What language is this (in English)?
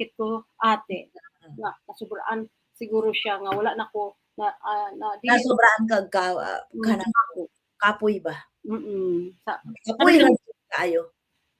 Cebuano